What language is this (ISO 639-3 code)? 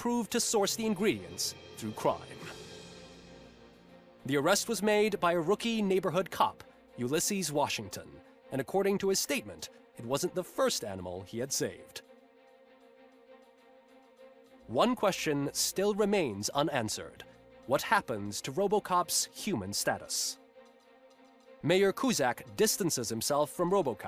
eng